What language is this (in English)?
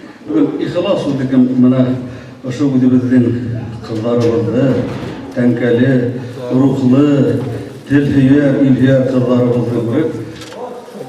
Bashkir